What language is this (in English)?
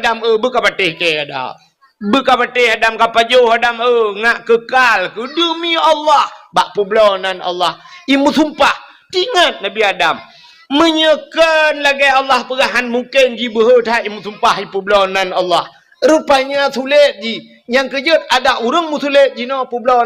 Achinese